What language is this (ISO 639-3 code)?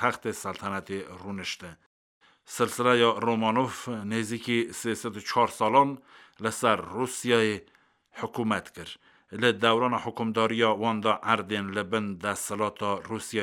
kur